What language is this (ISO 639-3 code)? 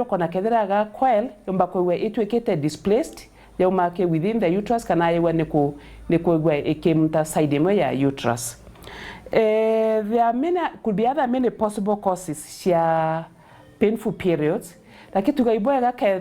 mer